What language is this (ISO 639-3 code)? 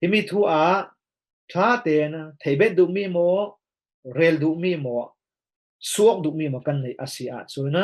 cfm